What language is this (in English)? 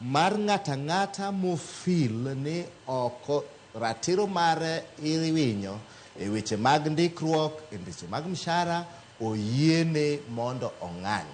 Luo (Kenya and Tanzania)